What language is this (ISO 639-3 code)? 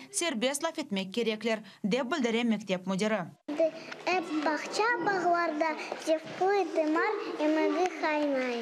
crh